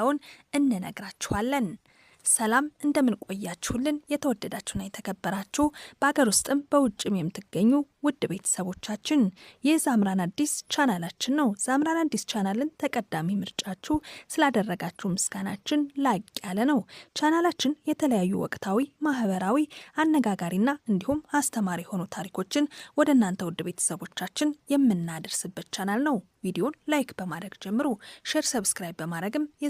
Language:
Amharic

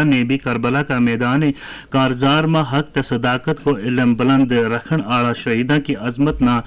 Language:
Gujari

